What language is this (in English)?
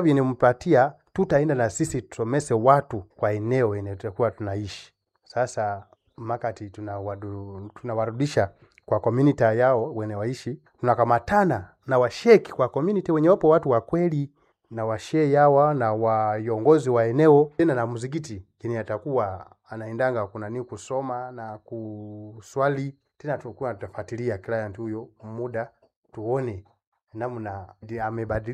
Swahili